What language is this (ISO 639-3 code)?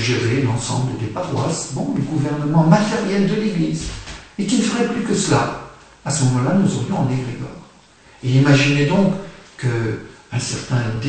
fra